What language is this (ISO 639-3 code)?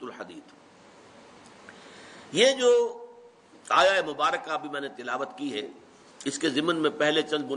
urd